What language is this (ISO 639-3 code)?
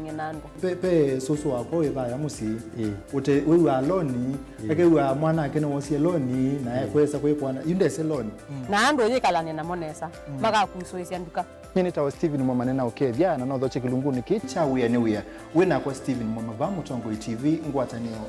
kam